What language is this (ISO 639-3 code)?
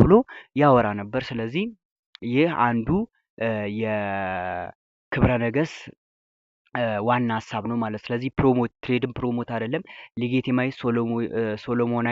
amh